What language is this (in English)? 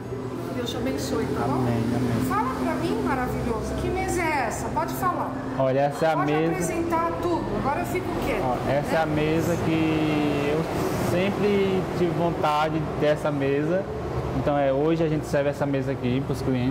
Portuguese